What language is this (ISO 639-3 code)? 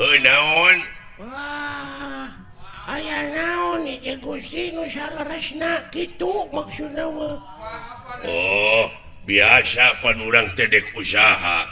sun